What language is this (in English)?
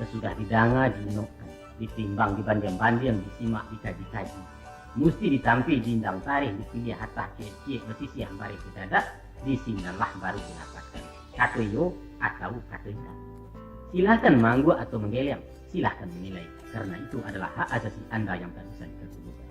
Minangkabau